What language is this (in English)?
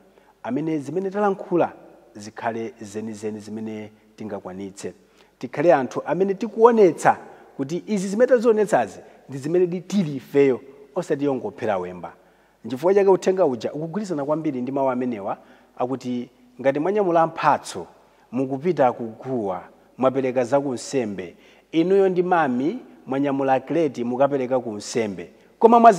Nyanja